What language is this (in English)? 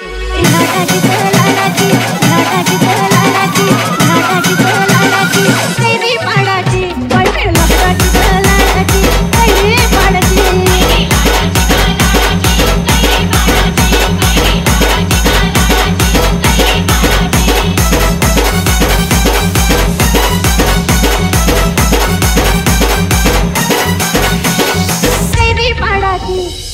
Marathi